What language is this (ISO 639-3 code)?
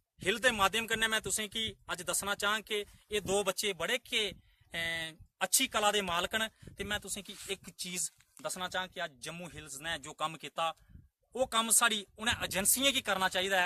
doi